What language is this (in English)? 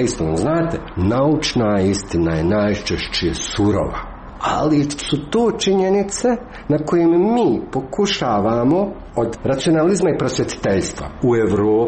Croatian